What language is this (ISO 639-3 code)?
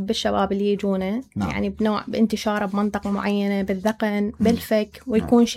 acm